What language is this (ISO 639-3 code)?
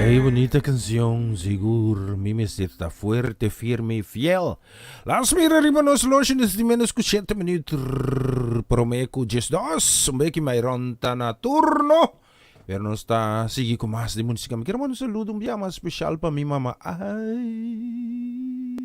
pap